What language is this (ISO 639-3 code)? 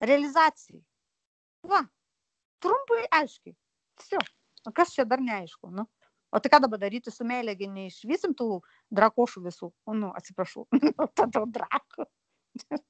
lit